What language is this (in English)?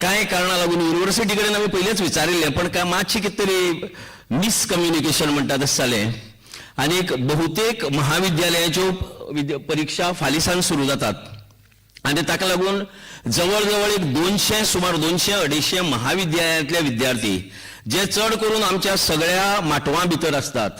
Konkani